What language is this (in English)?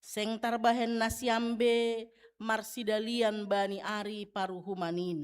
Batak Simalungun